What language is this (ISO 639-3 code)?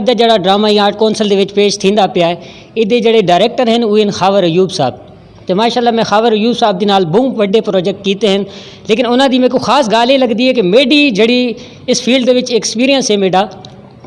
skr